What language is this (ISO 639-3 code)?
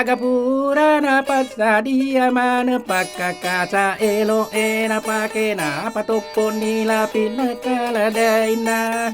bug